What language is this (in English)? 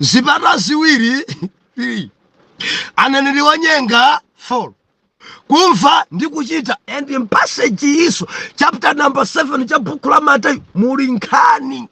Nyanja